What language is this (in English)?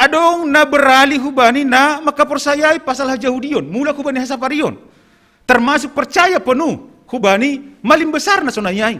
Batak Simalungun